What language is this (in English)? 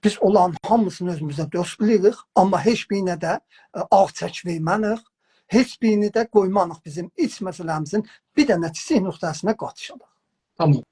South Azerbaijani